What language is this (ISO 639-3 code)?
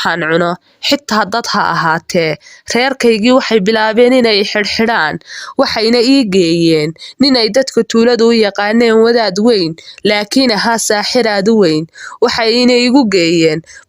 som